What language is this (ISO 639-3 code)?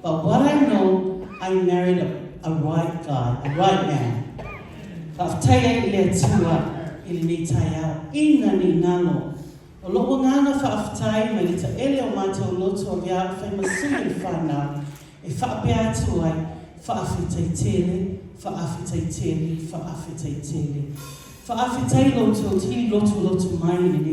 smo